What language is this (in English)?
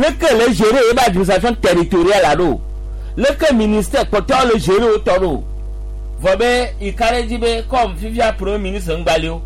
Gen